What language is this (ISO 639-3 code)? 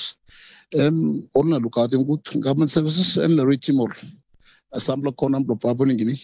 tpi